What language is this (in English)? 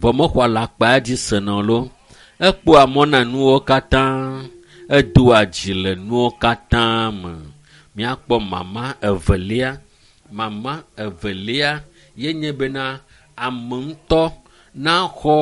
Ewe